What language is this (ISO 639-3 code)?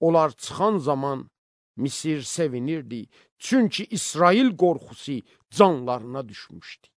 aze